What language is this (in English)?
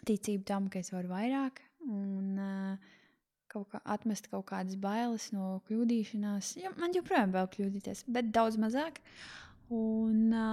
Latvian